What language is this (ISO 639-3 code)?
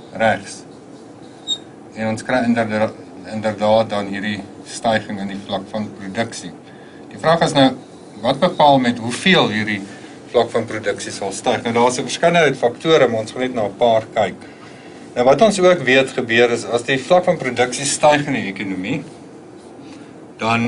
afr